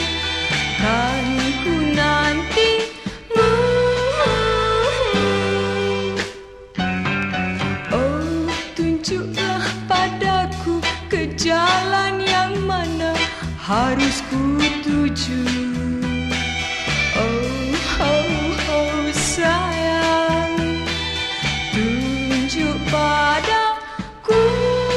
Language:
Indonesian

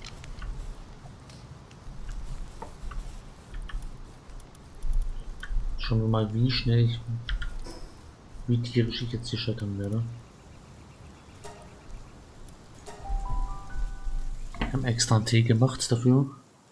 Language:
German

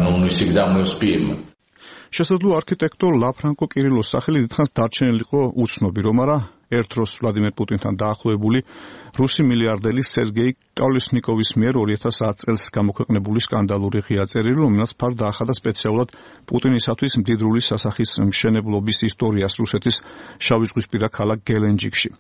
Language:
Georgian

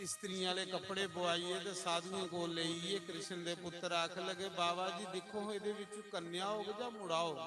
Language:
Dogri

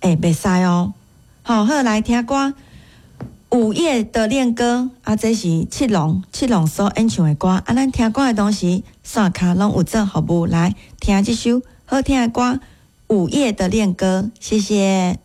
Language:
Min Nan Chinese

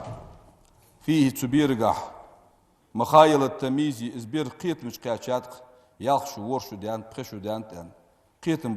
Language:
Ingush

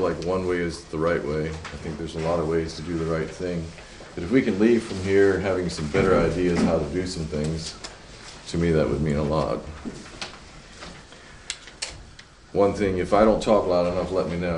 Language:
English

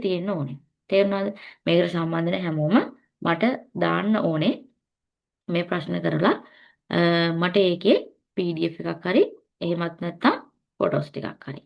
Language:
Sinhala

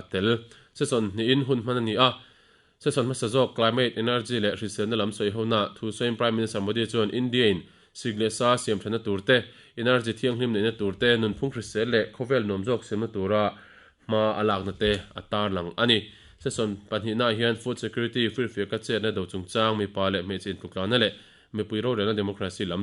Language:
Mizo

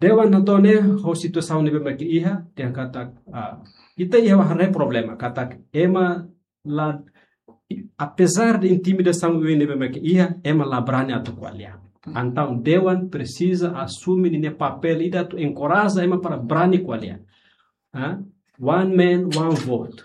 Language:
Tetum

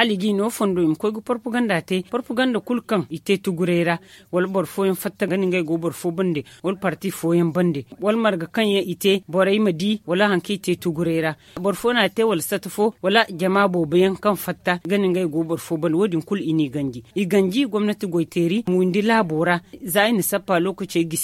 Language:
Zarma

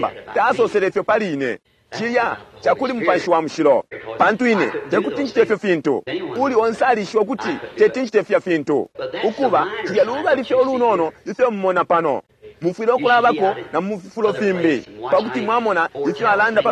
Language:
Bemba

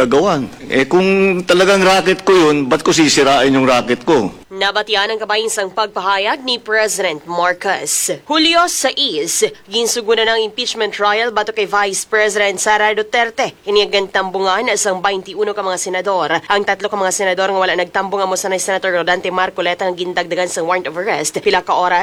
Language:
Hiligaynon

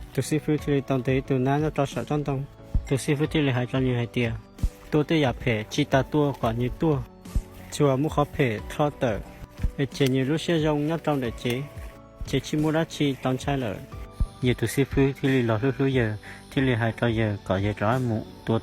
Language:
Hmong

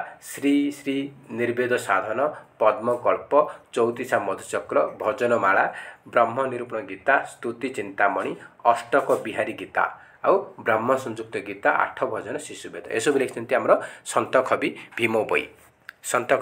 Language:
Odia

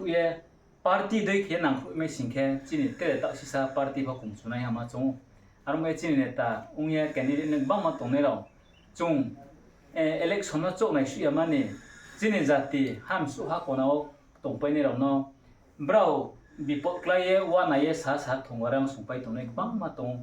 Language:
Riang (India)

